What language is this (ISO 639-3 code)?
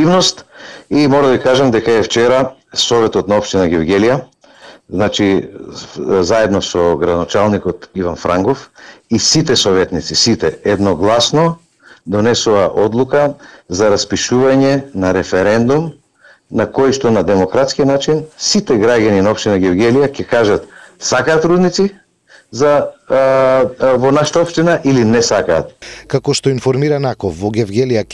mkd